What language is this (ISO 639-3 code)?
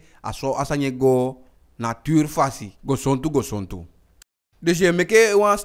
djk